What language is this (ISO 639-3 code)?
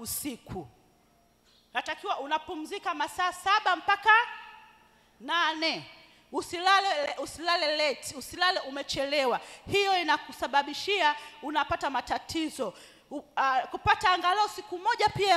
swa